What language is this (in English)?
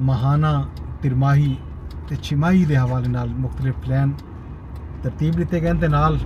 Saraiki